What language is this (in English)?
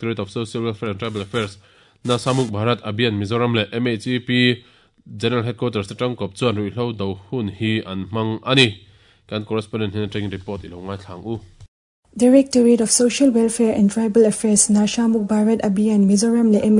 Mizo